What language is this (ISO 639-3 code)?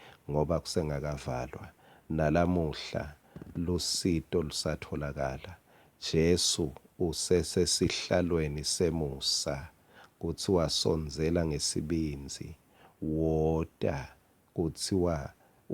ssw